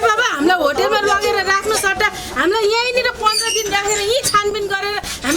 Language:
Nepali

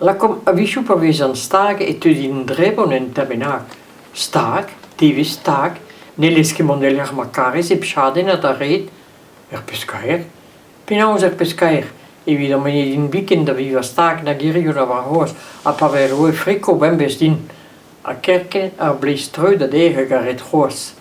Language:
Breton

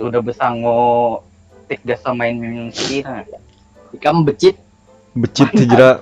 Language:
Banjar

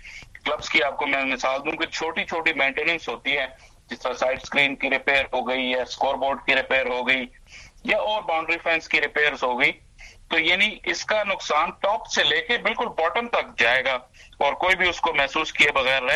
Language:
Urdu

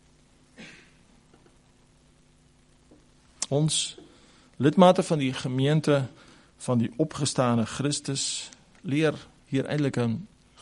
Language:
Afrikaans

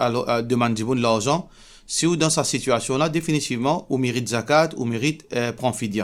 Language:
Morisyen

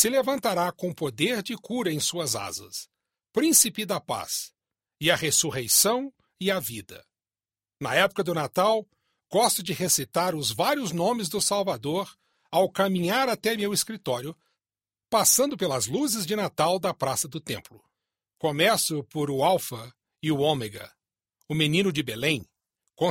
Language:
Portuguese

